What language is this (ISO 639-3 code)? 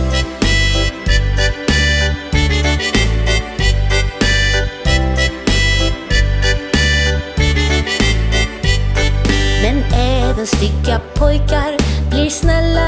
swe